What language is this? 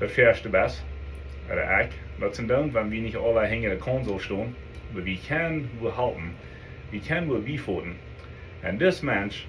Plautdietsch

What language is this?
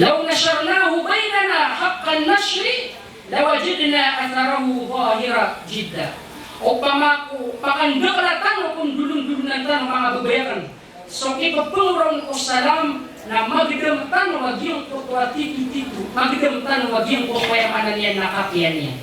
Maranao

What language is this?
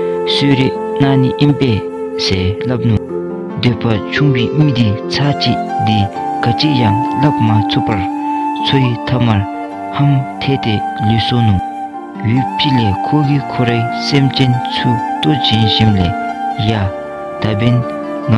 Dzongkha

